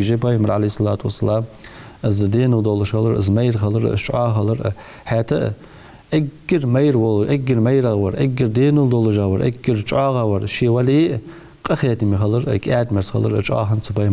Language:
Ingush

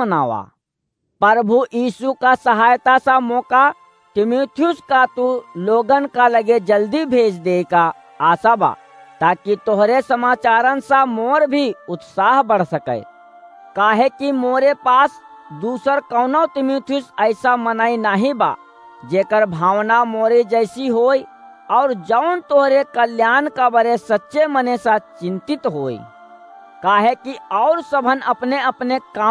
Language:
Awadhi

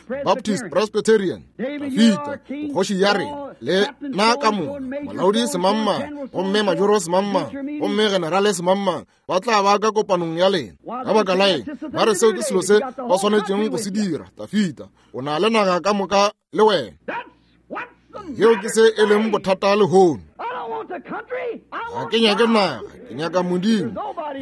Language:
Northern Sotho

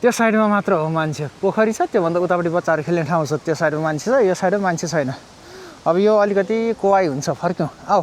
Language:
Nepali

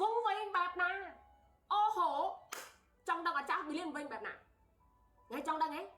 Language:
Khmer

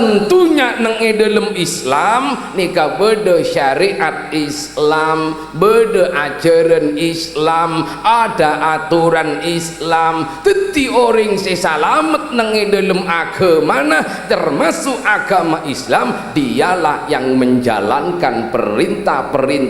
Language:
Madurese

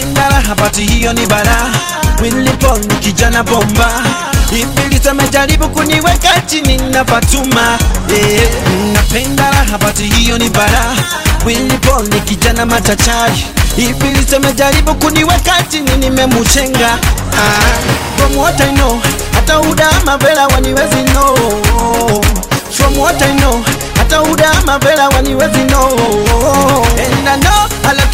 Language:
Swahili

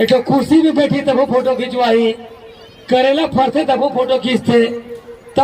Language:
Chhattisgarhi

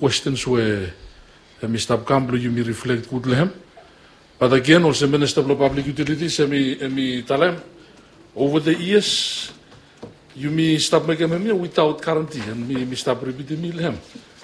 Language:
Bislama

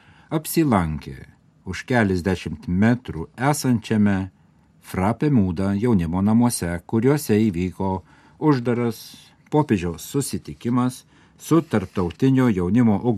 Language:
Lithuanian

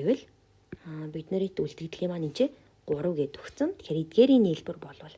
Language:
Mongolian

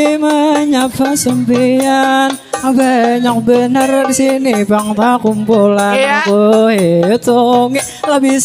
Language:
Banjar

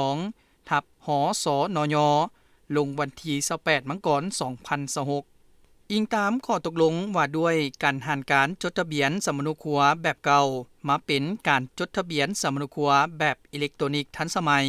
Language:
Lao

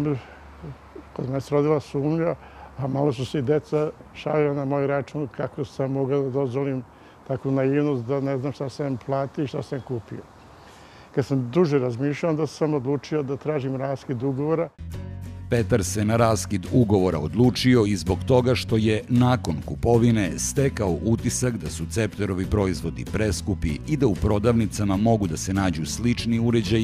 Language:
Serbian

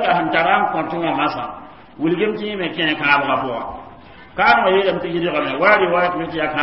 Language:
Mossi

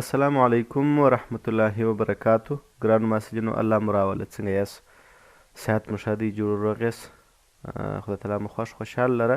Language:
Pashto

